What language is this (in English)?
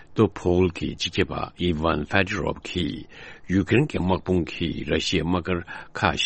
Tibetan